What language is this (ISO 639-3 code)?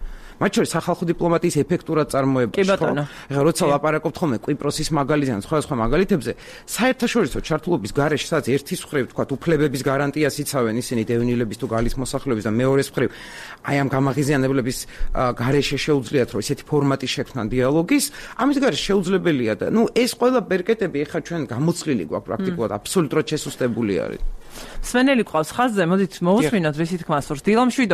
kat